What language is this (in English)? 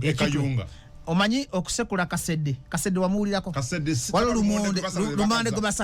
Ganda